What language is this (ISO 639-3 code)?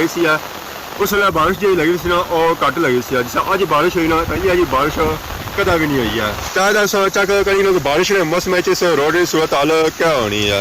phr